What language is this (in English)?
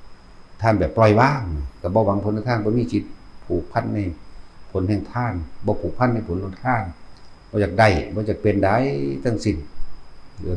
Northeastern Thai